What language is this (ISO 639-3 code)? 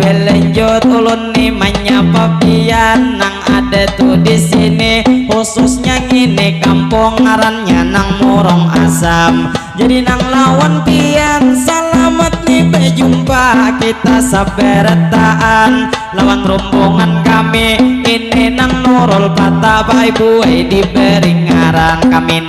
bjn